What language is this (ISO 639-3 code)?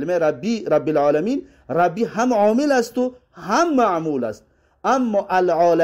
tgk